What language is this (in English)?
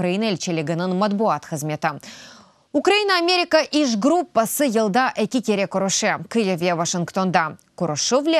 Crimean Tatar